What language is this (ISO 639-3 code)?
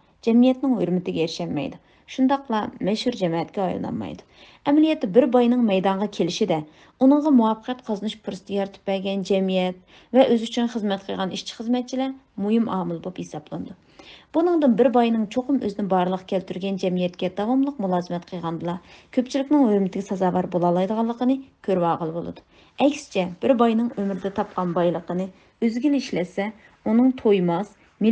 uig